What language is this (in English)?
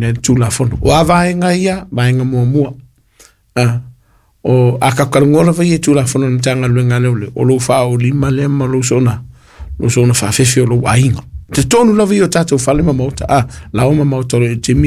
Samoan